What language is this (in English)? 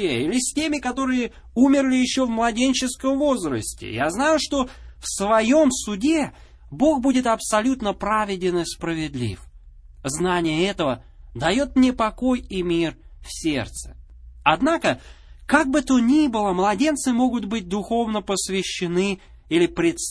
Russian